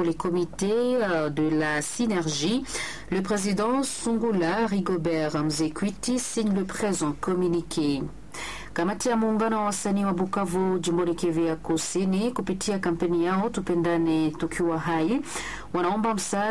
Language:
Swahili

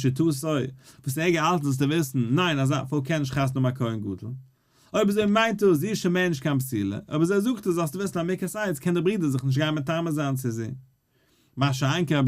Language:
Yiddish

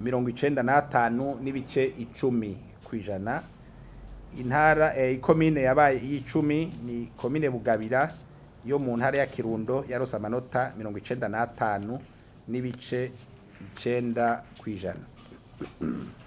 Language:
Rundi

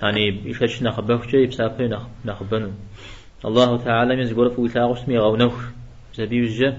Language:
Kabardian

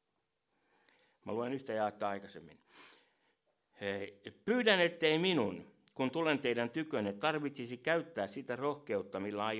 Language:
Finnish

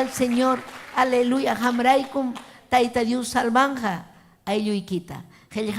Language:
Ayacucho Quechua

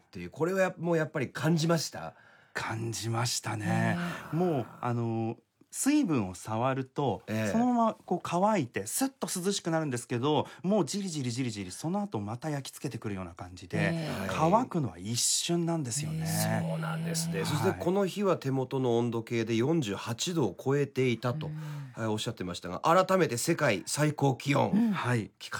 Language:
Japanese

